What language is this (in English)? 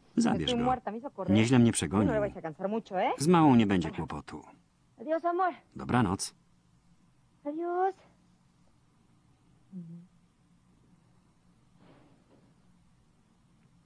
Polish